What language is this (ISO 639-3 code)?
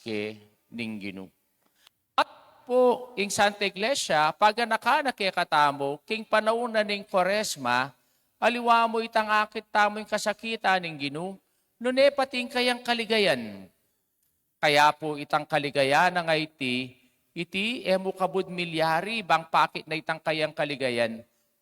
pam